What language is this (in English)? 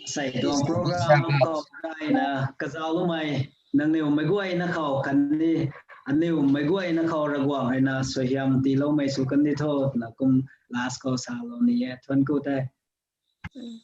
Rongmei Naga